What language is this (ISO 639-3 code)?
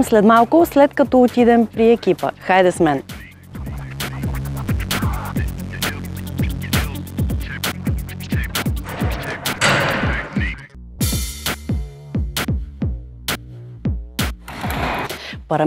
bul